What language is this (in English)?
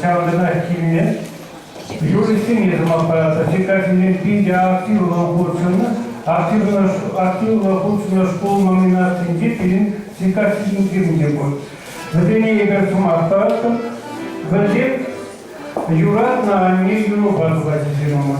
Chuvash